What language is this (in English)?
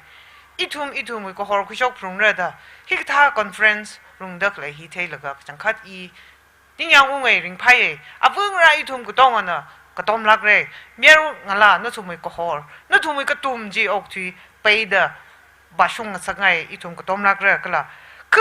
Tangkhul Naga (India)